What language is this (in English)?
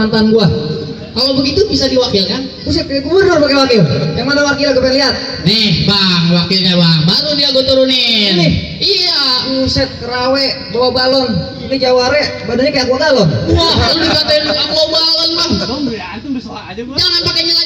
Betawi